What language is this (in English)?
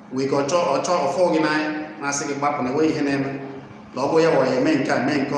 Igbo